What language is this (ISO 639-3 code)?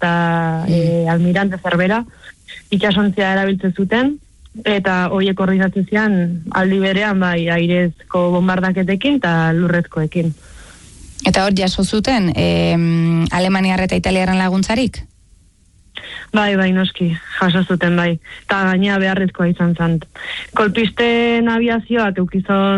eus